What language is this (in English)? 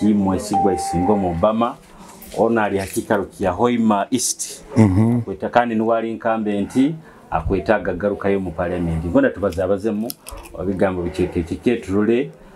Nyoro